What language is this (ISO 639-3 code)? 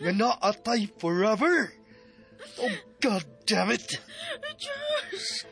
ceb